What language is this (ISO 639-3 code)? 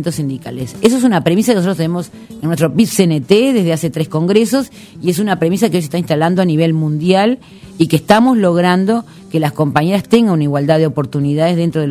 spa